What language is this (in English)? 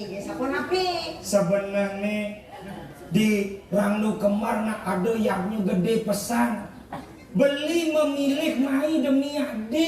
Balinese